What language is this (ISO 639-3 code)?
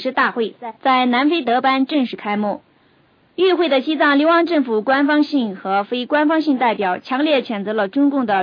zho